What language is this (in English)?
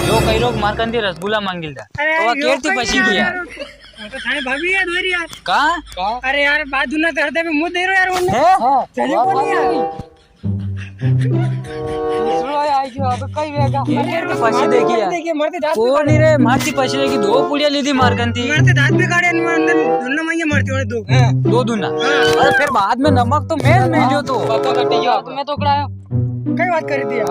Rajasthani